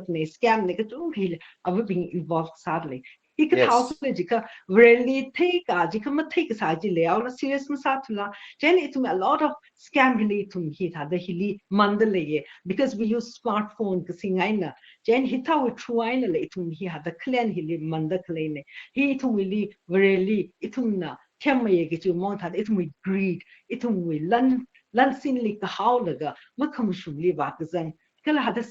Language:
Tangkhul Naga (India)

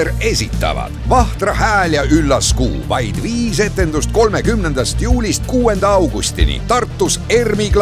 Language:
Estonian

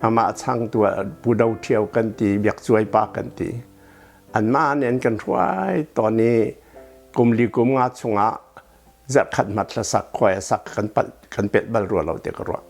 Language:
Hakha Chin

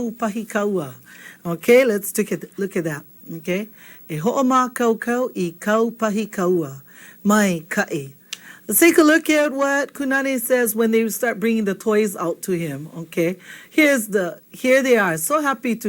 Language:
Hawaiian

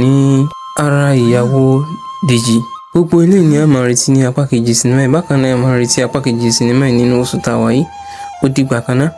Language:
Yoruba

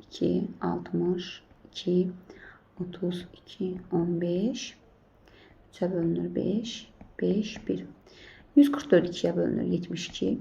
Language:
Azerbaijani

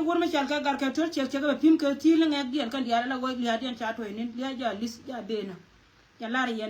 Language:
Nuer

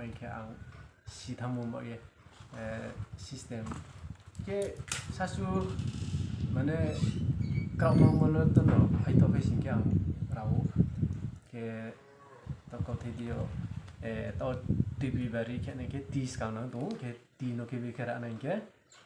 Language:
Riang (India)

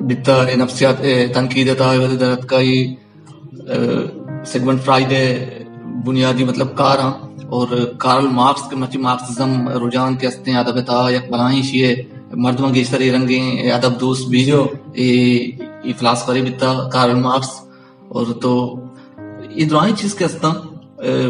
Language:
Baluchi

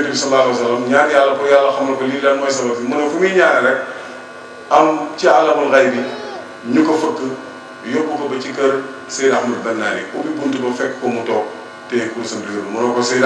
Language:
Wolof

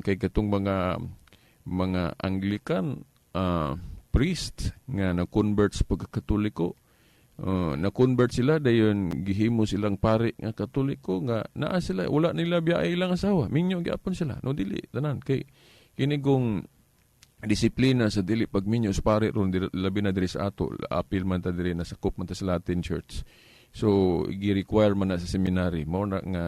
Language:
Cebuano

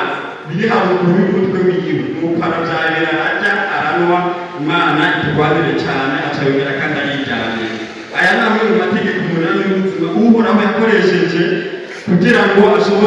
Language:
Rundi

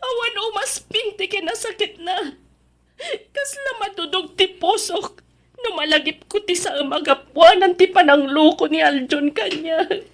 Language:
Iloko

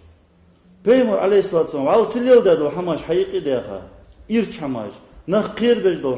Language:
Ingush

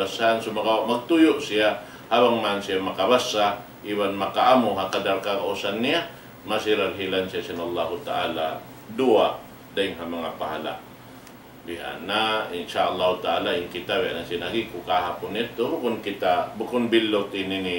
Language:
Tausug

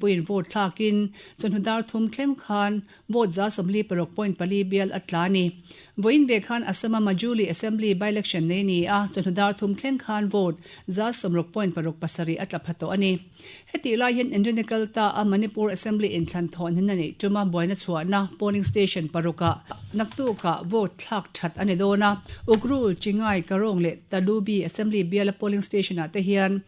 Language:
Mizo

